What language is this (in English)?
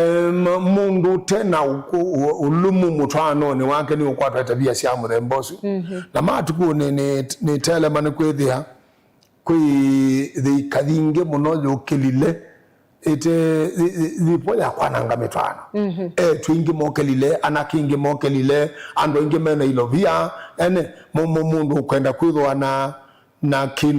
Kamba